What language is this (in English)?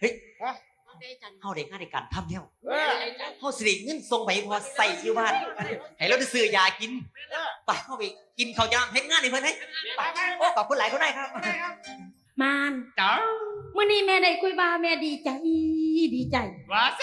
Northeastern Thai